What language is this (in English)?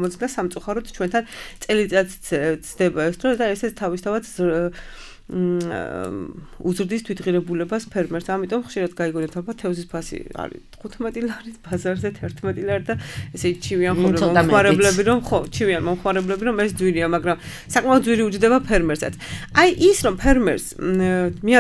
Georgian